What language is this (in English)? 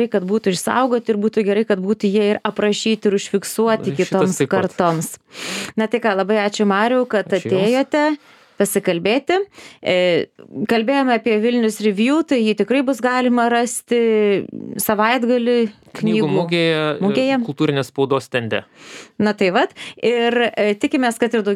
Lithuanian